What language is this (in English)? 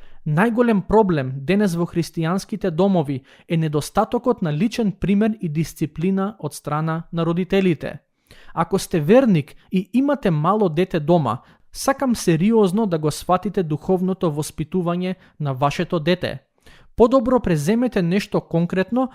Macedonian